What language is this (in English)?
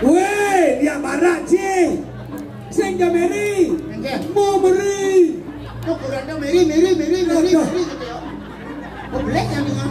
Balinese